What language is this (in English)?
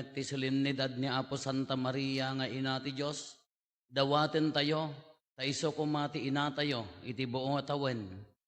Iloko